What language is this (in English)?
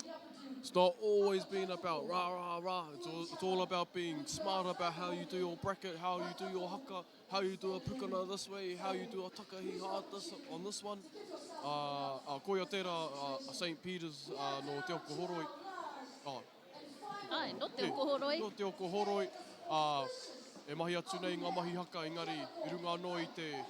Māori